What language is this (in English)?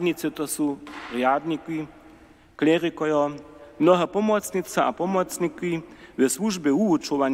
Upper Sorbian